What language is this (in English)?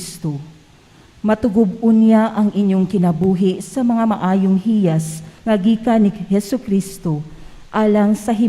Cebuano